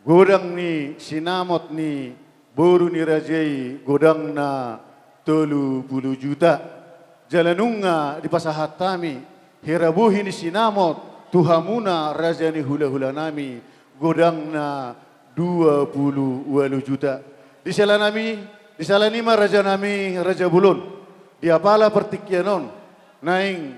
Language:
Batak Toba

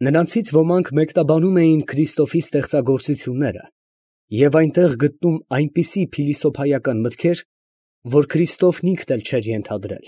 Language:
Armenian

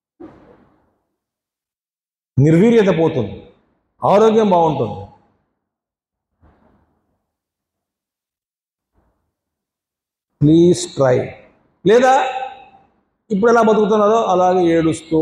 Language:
Telugu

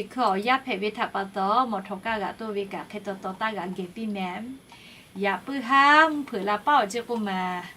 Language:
Lahu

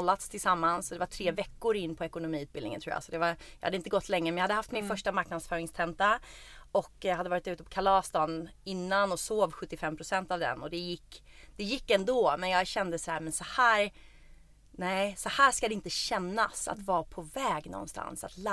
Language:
Swedish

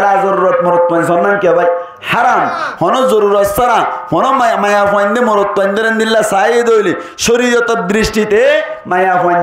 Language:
Rohingya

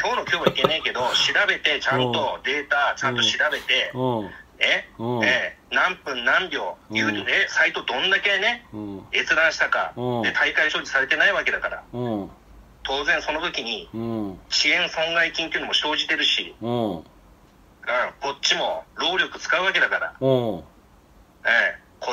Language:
Japanese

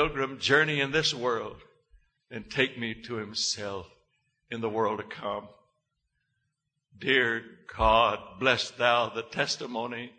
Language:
English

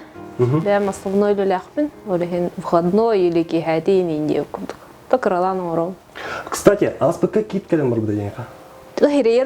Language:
Yakut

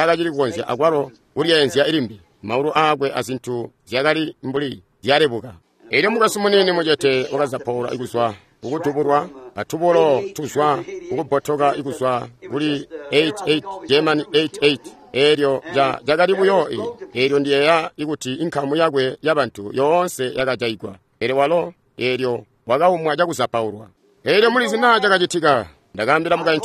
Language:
Tonga (Zambia)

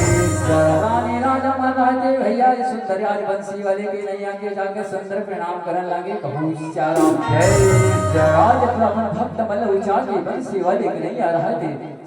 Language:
Chhattisgarhi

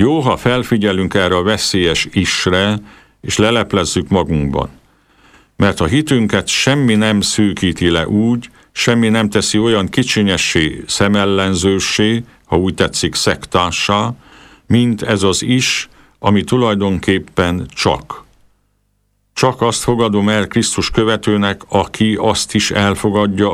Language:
Hungarian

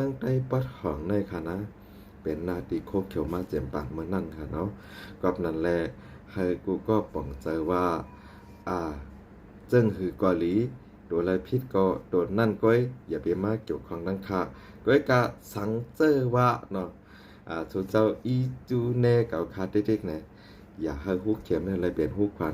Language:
Shan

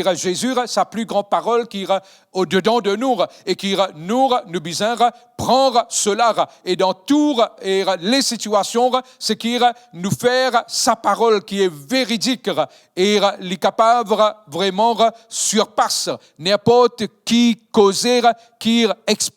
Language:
Morisyen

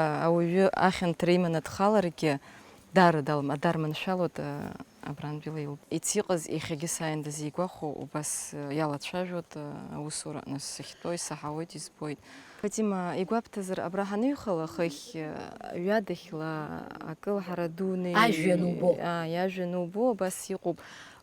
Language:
Abkhazian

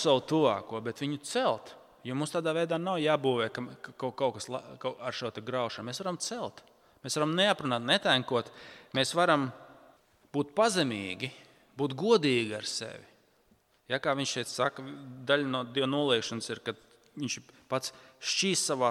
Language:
Latvian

